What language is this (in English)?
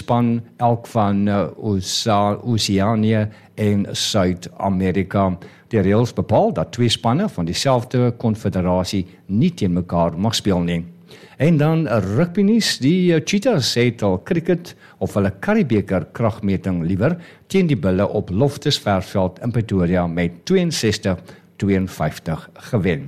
Afrikaans